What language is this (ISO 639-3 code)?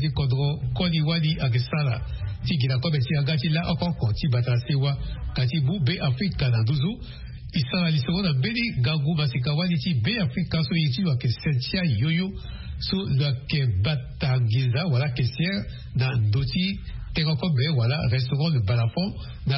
sag